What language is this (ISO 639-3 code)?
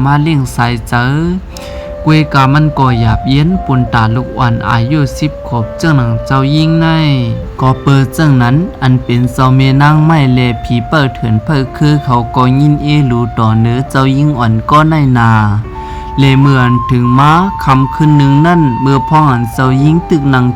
shn